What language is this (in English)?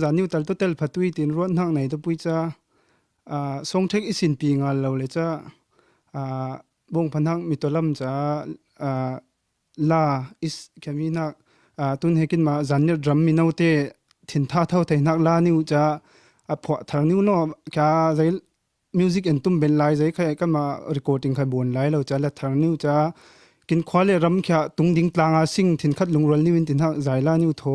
Falam Chin